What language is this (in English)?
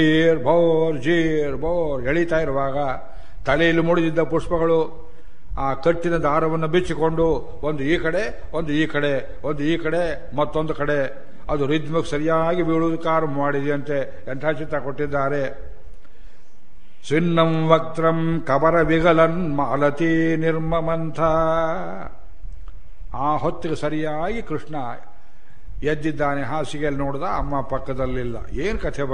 Kannada